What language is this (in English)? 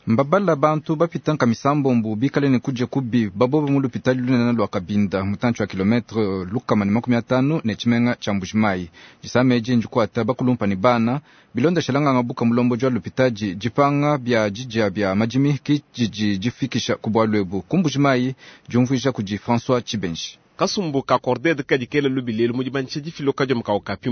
Luba-Lulua